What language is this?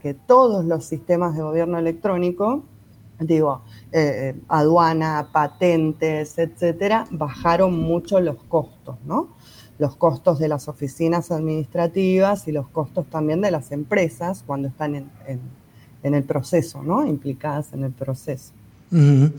Spanish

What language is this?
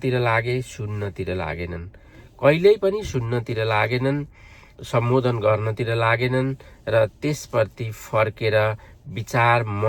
Nepali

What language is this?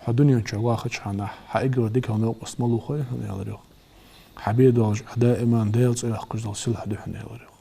Ingush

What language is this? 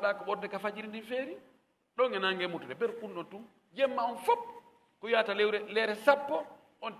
Fula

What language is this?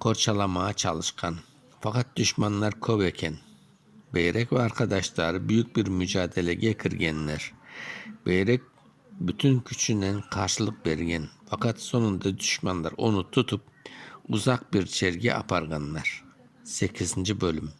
Crimean Tatar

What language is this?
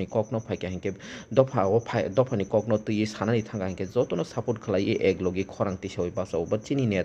Kok Borok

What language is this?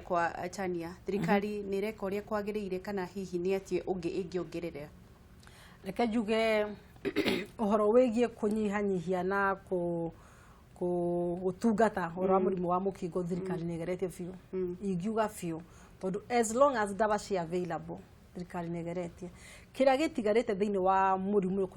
Kikuyu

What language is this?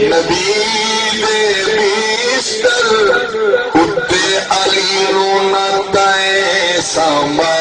Saraiki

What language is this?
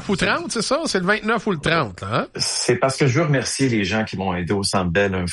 French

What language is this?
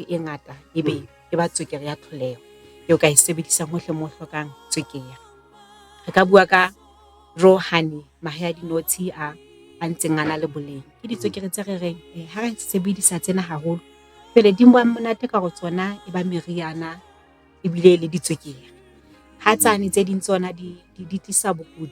Southern Sotho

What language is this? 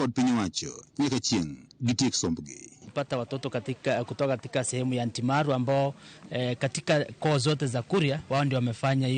Luo (Kenya and Tanzania)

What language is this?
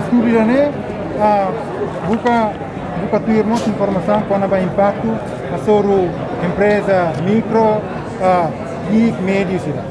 Tetum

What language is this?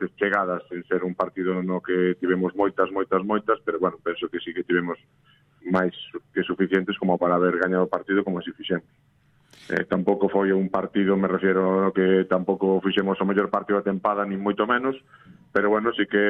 Galician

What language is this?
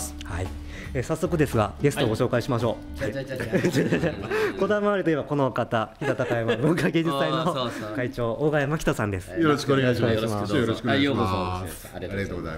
Japanese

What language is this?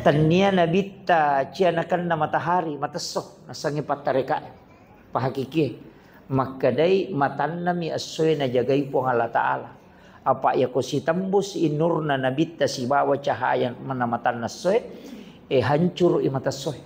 Buginese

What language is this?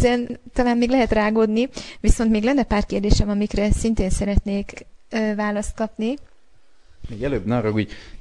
Hungarian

